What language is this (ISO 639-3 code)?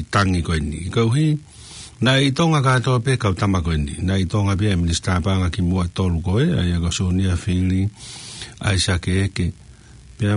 ton